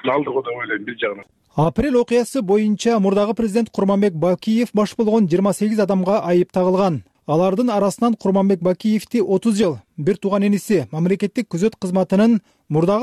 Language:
Kyrgyz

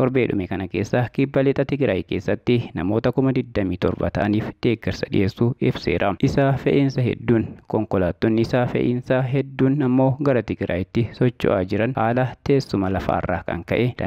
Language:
Oromo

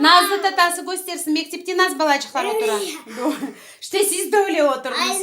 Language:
Crimean Tatar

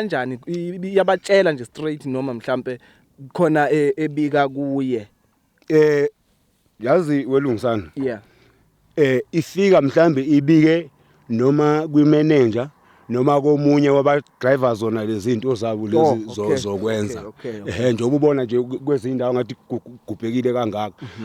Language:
Zulu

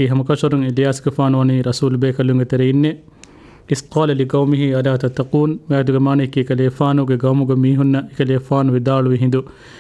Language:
Divehi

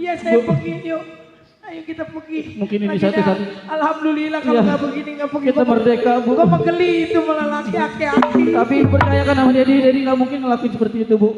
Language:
Betawi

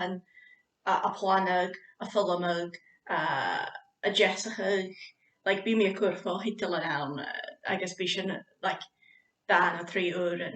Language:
Scottish Gaelic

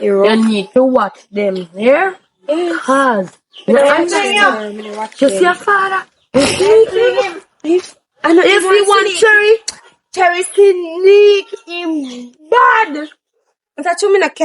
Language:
Jamaican Creole English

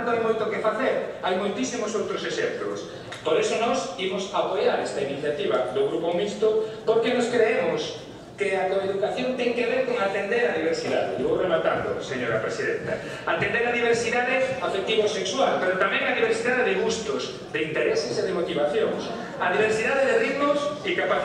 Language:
Galician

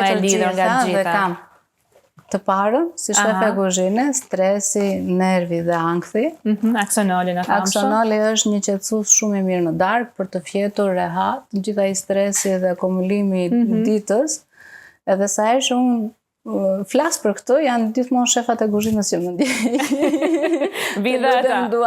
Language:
Albanian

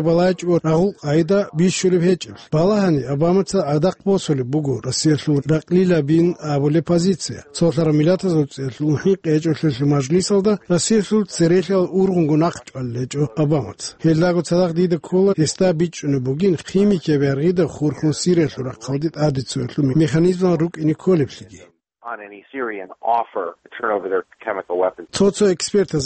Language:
Avaric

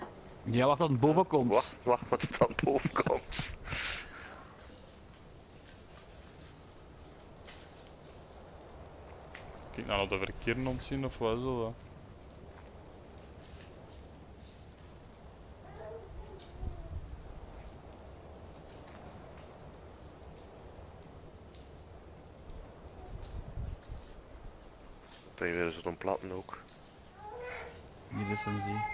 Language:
Dutch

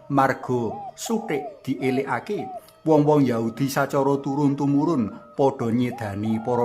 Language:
Javanese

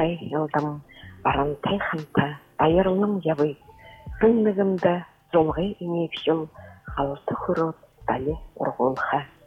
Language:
Buriat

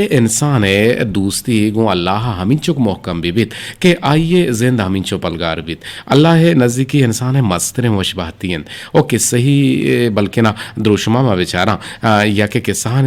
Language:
Eastern Balochi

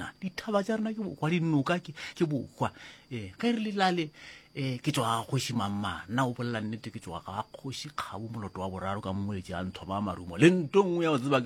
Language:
Northern Sotho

